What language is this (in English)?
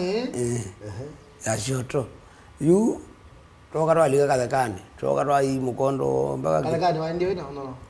Kamba